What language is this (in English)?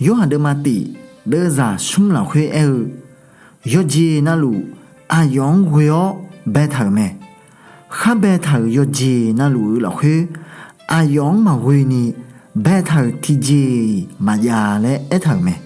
Akha